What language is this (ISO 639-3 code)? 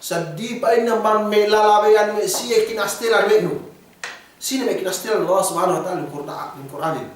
yka